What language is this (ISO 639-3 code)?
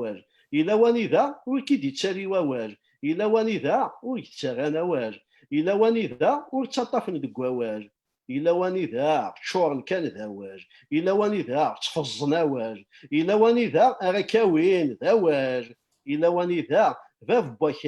kab